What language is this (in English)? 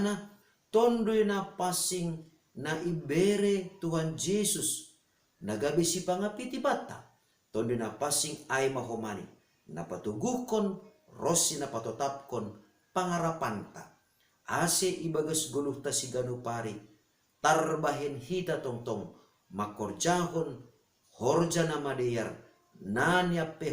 Batak Simalungun